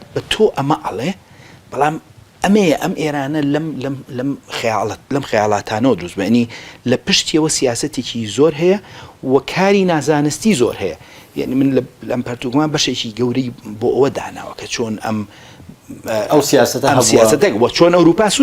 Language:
Central Kurdish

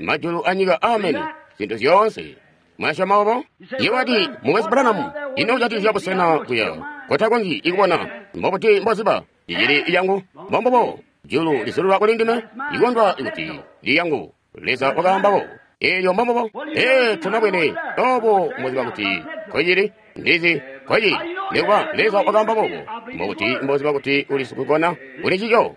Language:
Tonga (Zambia)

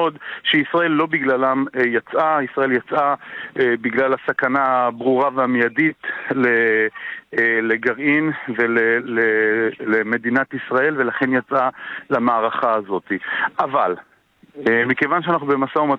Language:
Hebrew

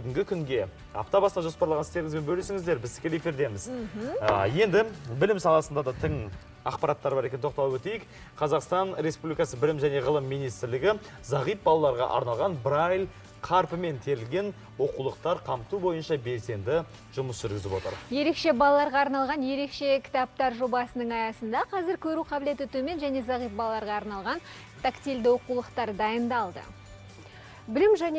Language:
Kazakh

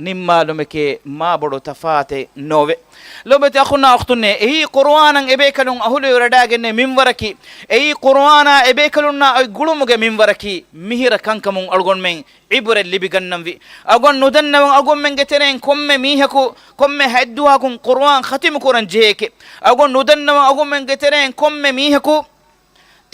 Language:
Divehi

